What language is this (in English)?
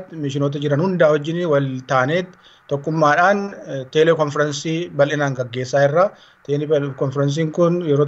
Oromo